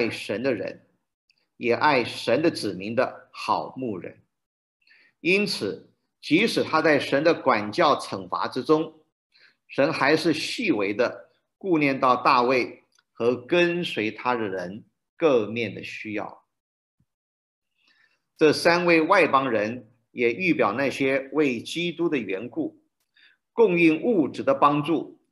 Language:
Chinese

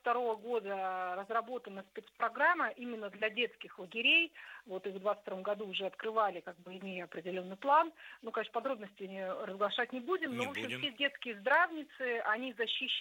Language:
Russian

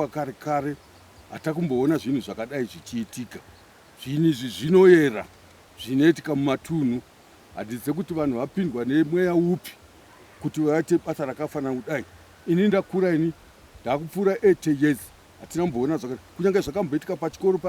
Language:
Shona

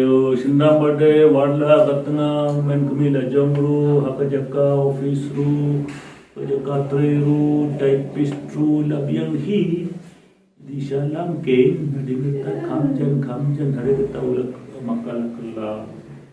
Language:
Khasi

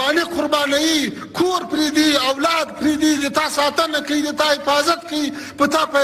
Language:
Pashto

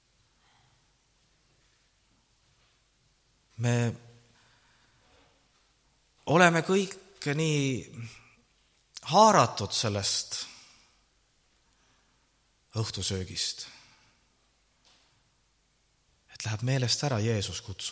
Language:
Estonian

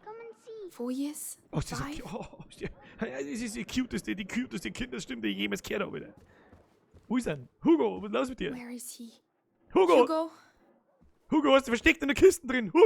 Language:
Bavarian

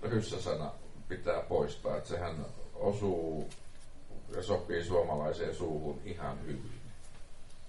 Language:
Finnish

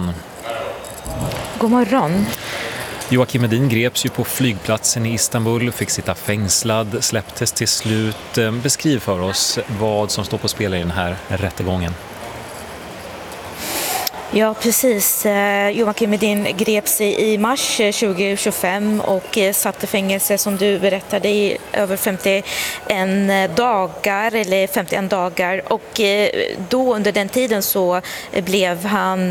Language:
Swedish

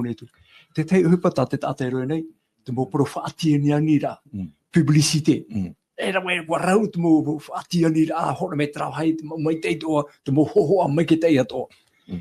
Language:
Tahitian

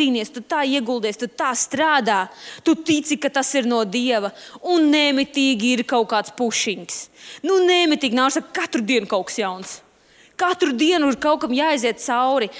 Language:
Latvian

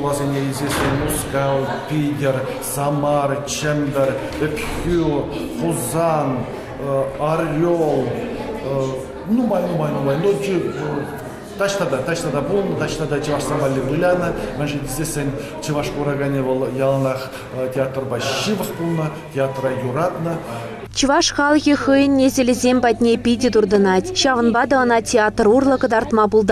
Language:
Chuvash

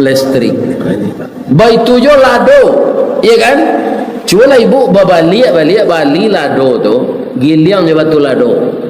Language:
Minangkabau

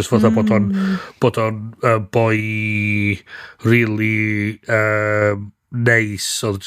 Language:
Welsh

